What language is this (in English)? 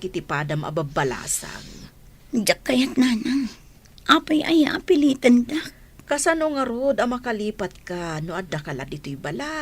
Iloko